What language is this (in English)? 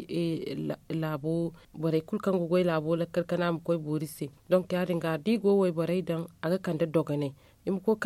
Zarma